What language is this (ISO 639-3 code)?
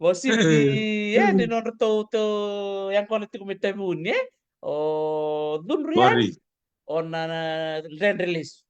fij